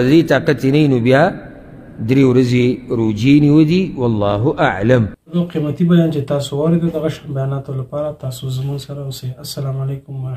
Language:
Pashto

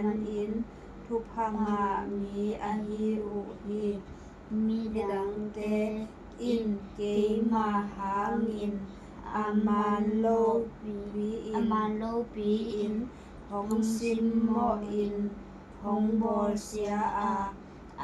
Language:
Tedim Chin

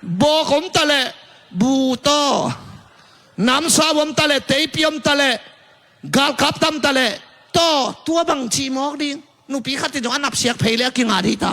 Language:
Tedim Chin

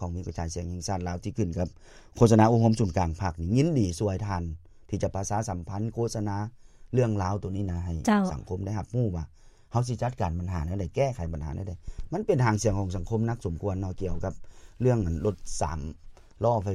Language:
Lao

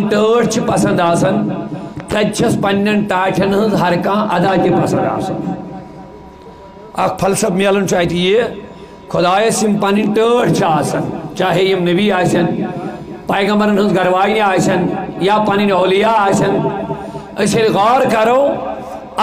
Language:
Kashmiri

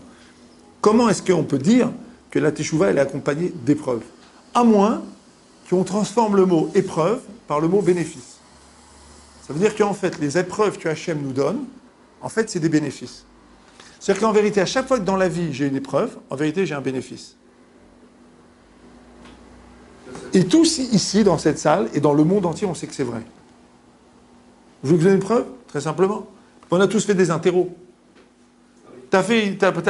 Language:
French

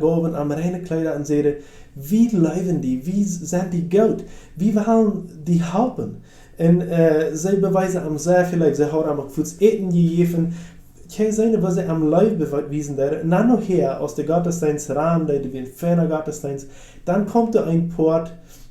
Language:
Plautdietsch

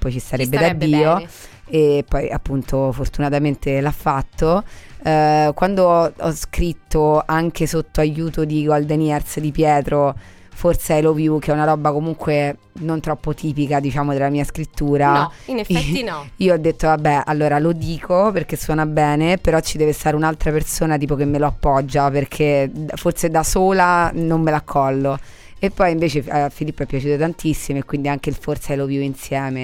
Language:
Italian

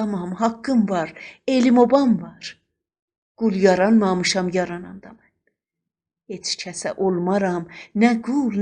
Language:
South Azerbaijani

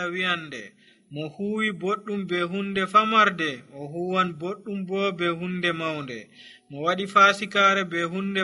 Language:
Nigerian Fulfulde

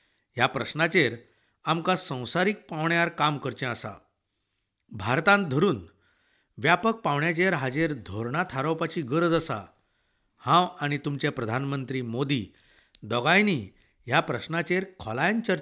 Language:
Konkani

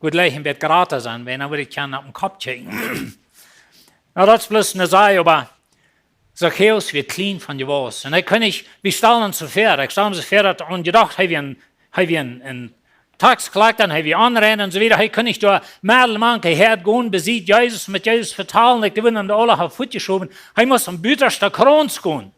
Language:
Plautdietsch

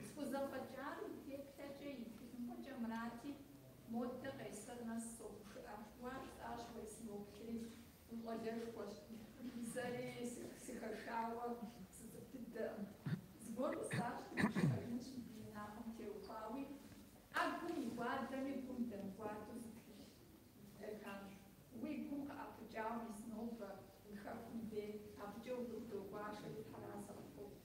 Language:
Kabardian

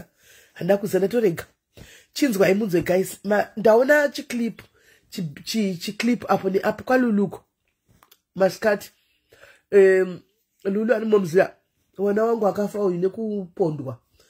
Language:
Shona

